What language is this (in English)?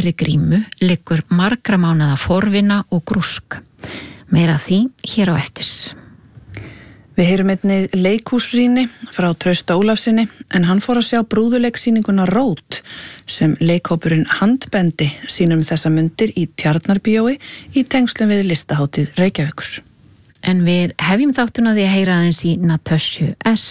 Icelandic